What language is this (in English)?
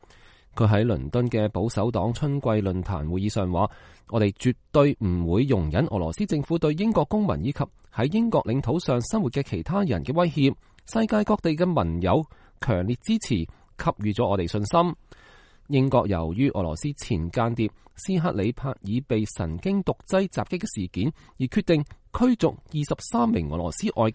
Cantonese